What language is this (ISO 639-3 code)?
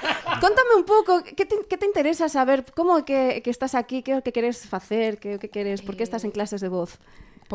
glg